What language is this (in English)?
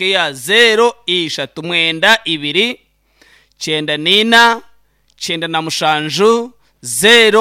Nyankole